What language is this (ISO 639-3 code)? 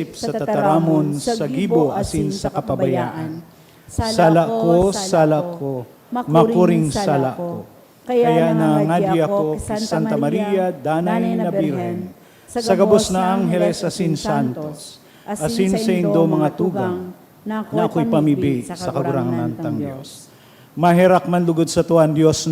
bik